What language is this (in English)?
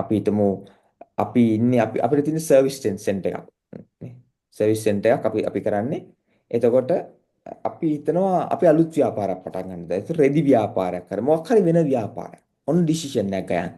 Sinhala